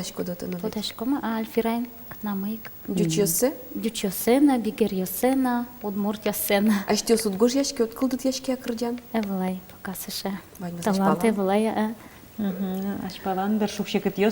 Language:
Udmurt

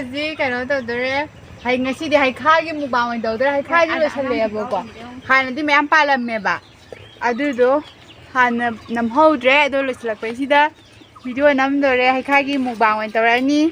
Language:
Manipuri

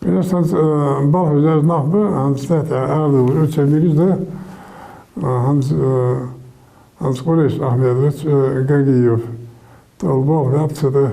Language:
Ingush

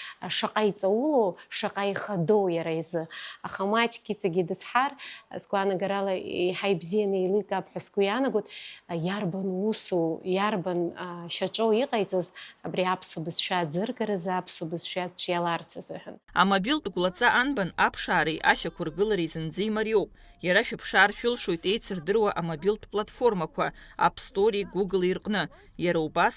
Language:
Abkhazian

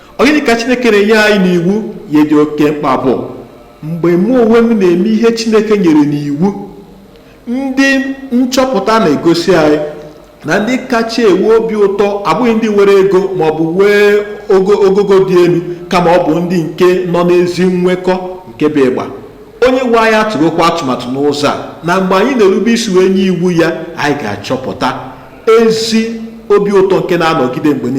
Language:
Igbo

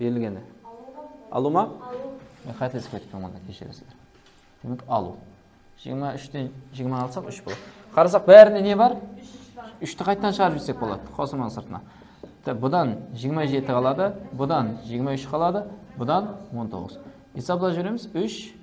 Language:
Kara-Kalpak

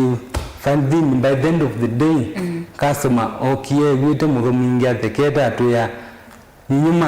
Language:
Kamba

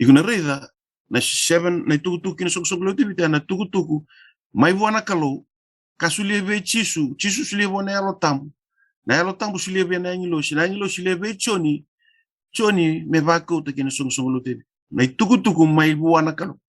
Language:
Fijian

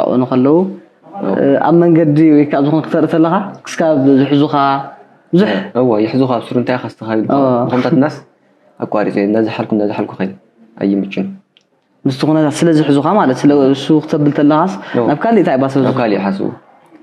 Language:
Tigrinya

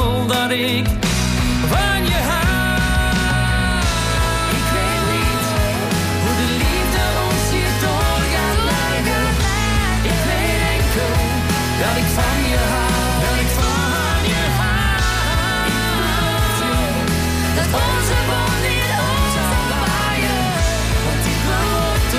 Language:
Dutch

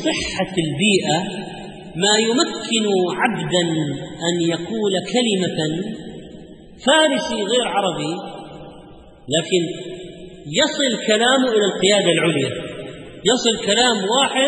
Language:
Arabic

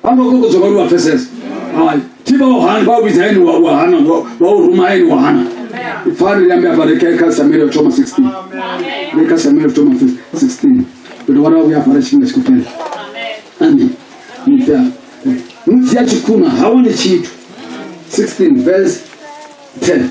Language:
Venda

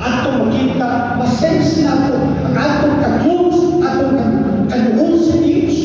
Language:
Cebuano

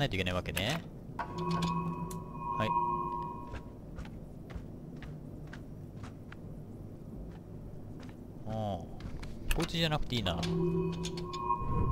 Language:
Japanese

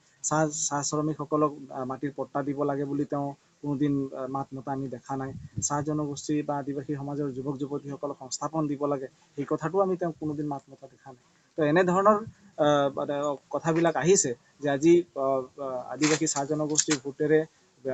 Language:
Assamese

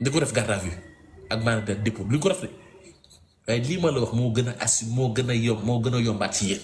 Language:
Wolof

